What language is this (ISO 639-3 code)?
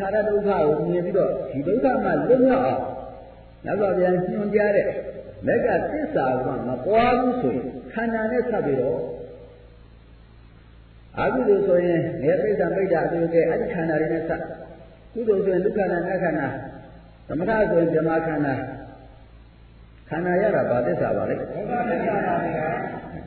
mya